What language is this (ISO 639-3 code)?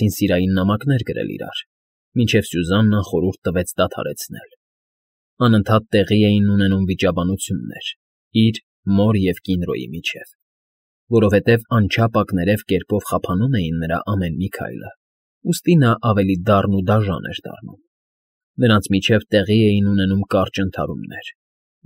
hye